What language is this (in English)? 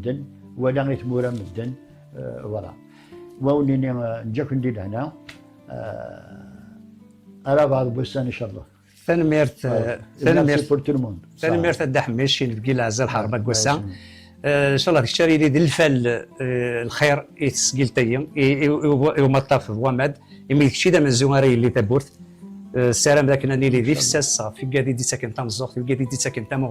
Kabyle